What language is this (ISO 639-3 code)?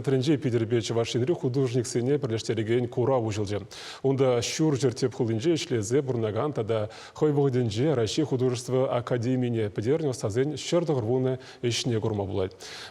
chv